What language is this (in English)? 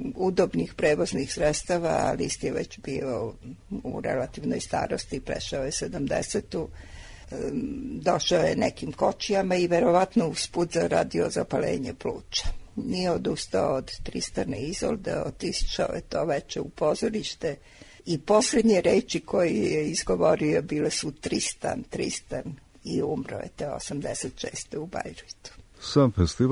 Serbian